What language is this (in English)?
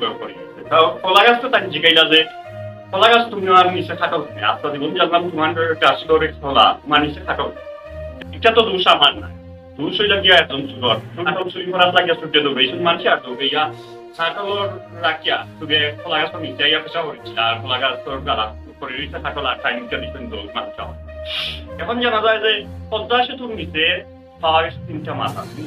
Sylheti